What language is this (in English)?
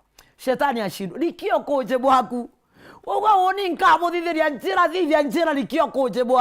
Meru